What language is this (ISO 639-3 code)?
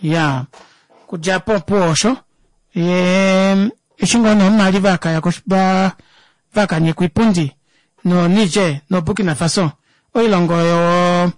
kua